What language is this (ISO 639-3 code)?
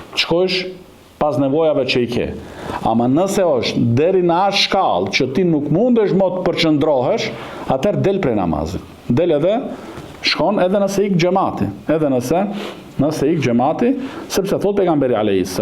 sqi